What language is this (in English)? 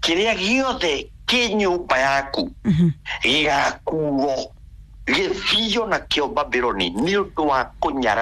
Kikuyu